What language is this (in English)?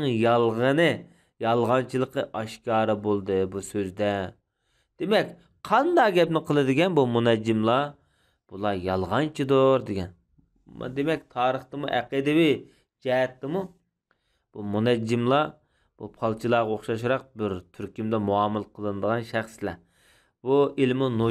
Uyghur